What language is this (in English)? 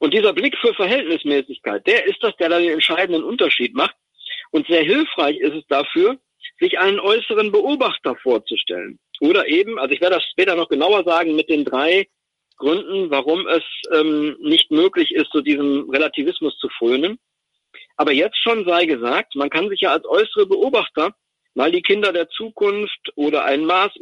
German